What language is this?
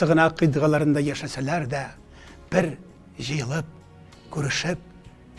Tatar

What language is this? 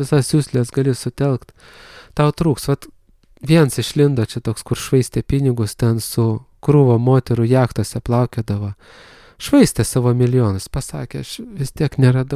Lithuanian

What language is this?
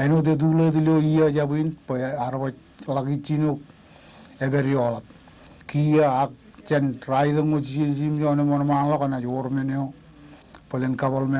Marshallese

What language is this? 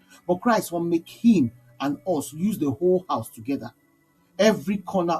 Nigerian Pidgin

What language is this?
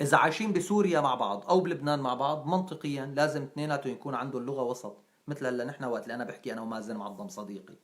North Levantine Arabic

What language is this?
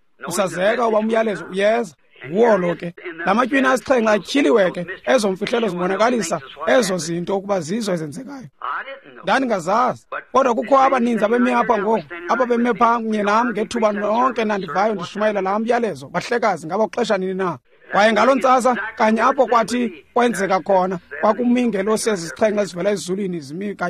Xhosa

